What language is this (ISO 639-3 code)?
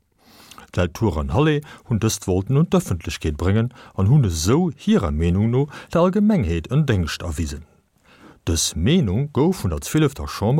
ltz